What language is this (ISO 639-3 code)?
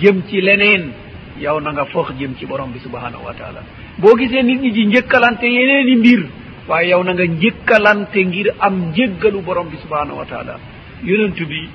wol